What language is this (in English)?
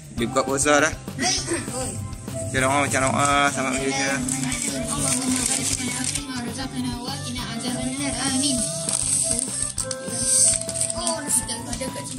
Malay